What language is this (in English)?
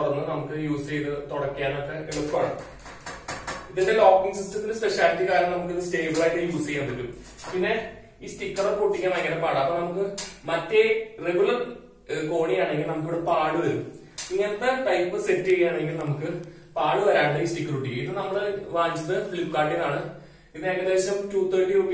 Malayalam